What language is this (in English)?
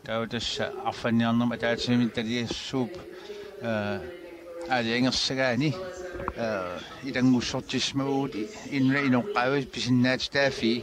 Kalaallisut